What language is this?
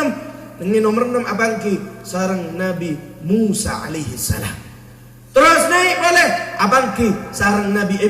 Madurese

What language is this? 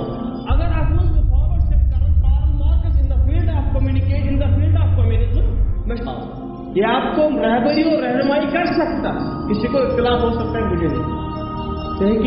Kashmiri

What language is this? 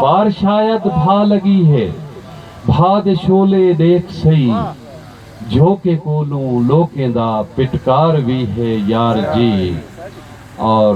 Saraiki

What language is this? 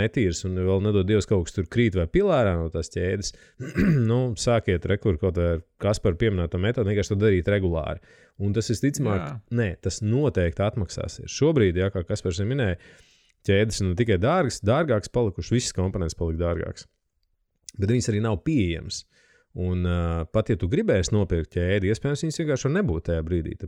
Latvian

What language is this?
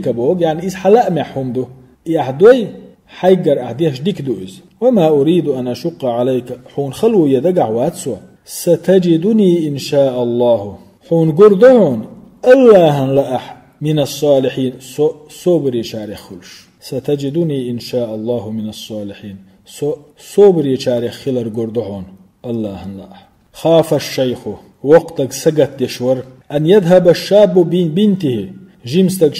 Chechen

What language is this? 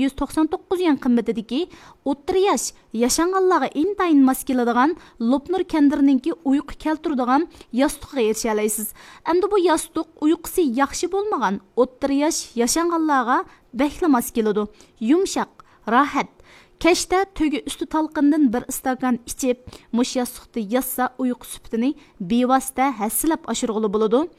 Uyghur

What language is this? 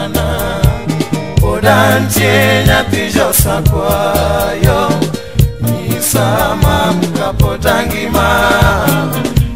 Luo (Kenya and Tanzania)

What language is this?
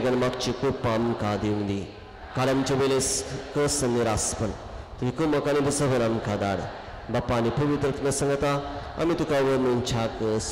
Konkani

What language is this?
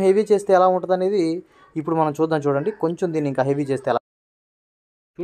Telugu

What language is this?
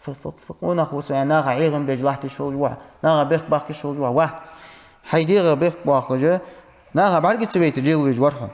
Ingush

